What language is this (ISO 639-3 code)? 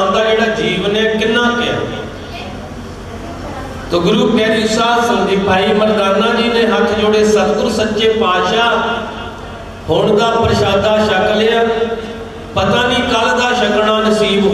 pan